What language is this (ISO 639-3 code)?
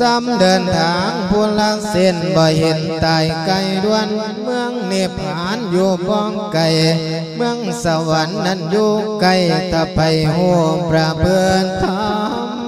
lao